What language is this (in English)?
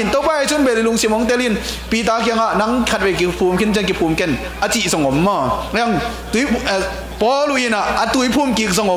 Tedim Chin